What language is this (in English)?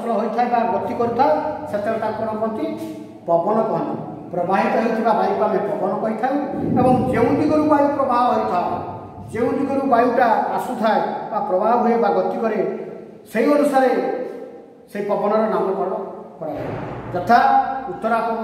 Odia